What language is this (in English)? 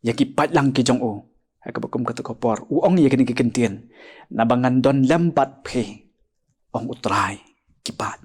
Khasi